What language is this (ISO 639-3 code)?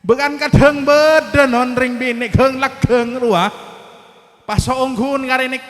mad